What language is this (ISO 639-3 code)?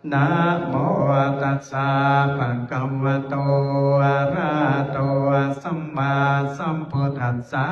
pli